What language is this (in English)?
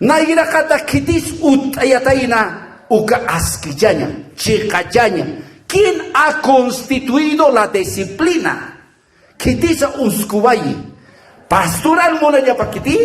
Aymara